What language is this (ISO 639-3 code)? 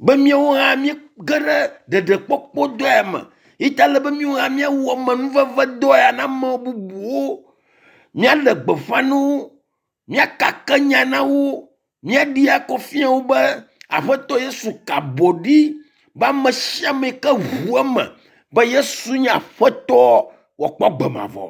ewe